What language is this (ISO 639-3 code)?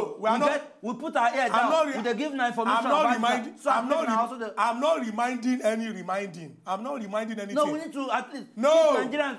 pcm